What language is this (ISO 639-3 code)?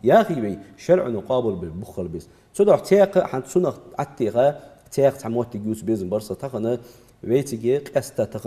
inh